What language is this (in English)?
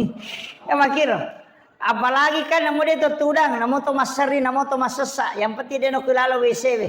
Buginese